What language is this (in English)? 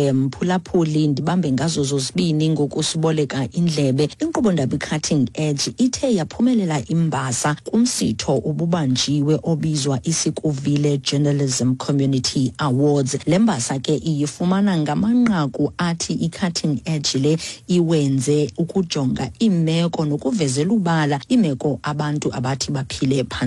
Xhosa